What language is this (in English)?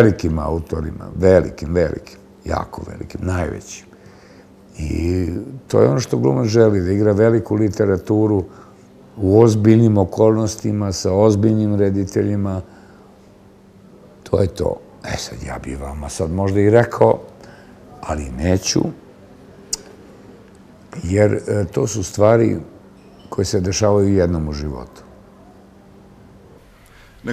Serbian